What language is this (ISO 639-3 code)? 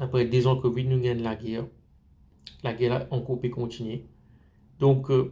mfe